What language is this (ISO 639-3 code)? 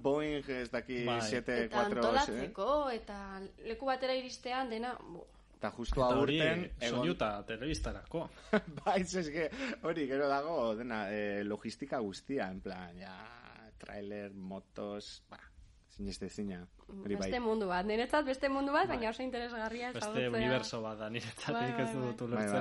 eus